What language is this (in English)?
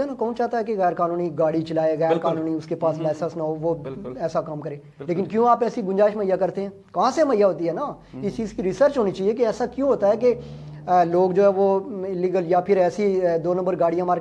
Urdu